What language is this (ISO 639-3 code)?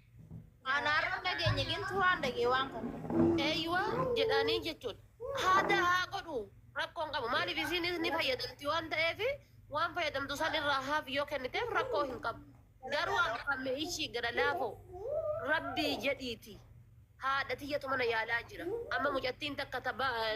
orm